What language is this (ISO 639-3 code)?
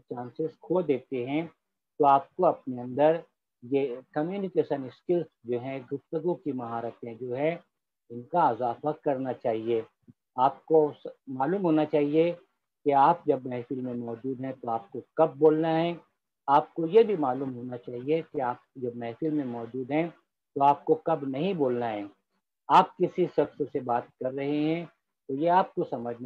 urd